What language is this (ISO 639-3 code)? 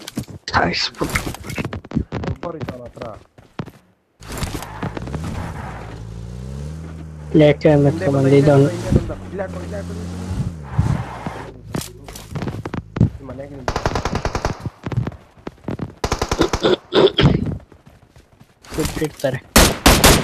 kan